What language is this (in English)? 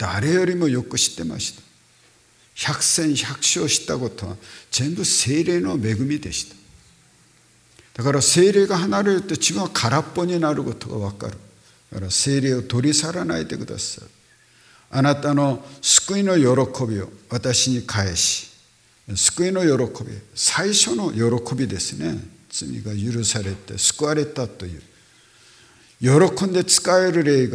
Japanese